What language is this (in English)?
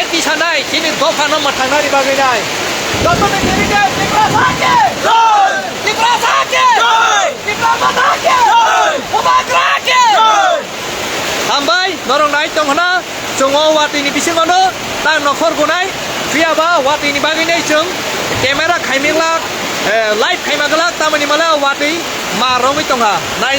Kok Borok